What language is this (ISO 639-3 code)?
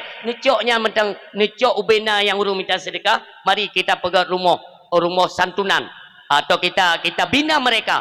ace